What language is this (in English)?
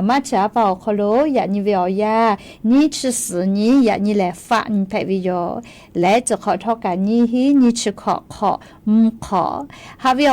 Lahu